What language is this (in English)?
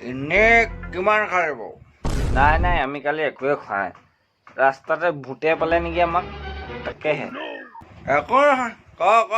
Assamese